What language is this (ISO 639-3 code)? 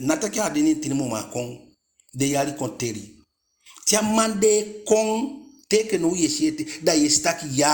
djk